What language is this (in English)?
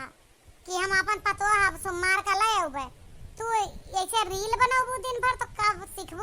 Awadhi